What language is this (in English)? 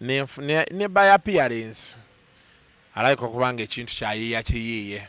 Ganda